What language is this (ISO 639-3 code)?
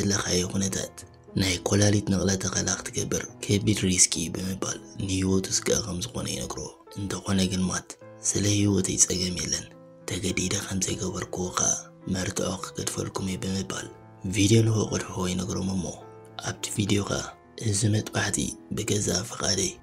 tir